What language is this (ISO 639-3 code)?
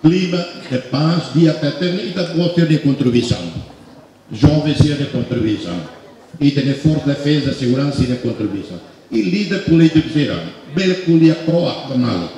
tet